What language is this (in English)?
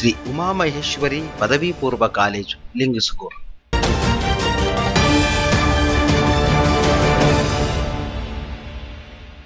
Kannada